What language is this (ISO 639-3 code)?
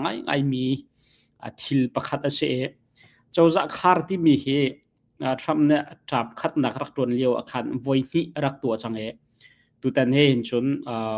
cnh